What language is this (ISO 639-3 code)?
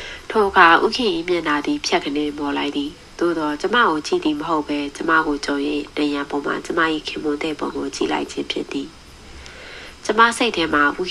mya